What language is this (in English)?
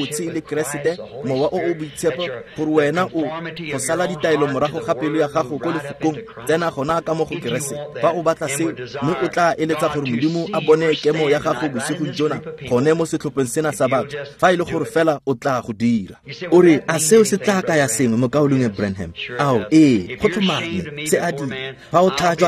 Tswana